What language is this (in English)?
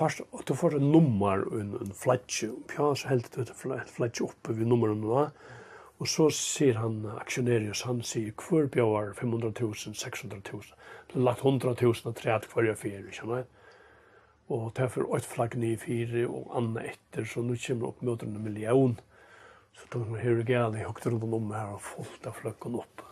Faroese